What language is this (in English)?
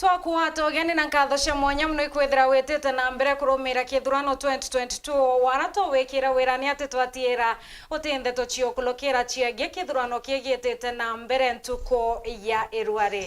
Meru